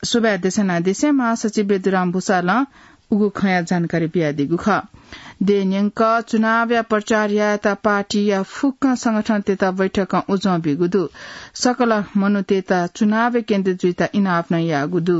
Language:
Newari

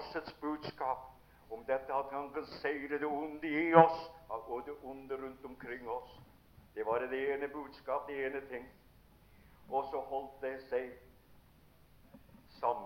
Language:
Norwegian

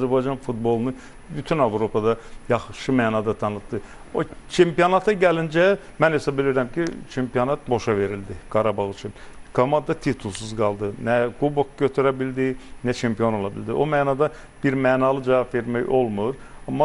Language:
Azerbaijani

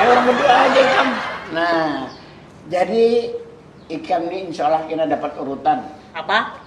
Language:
Banjar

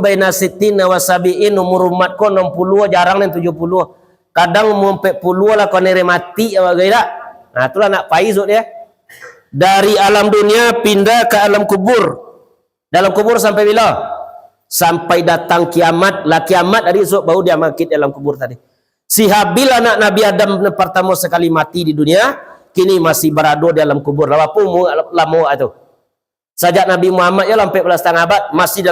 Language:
Minangkabau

